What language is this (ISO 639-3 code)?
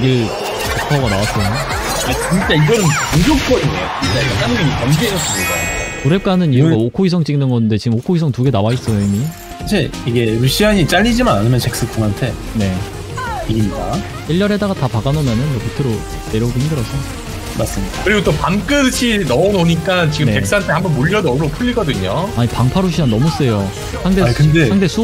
kor